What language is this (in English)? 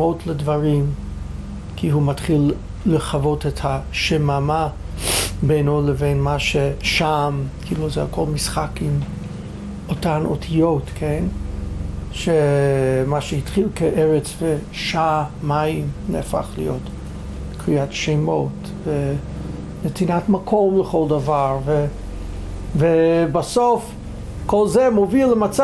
Hebrew